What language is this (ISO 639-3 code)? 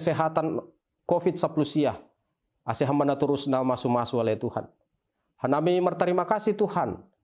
bts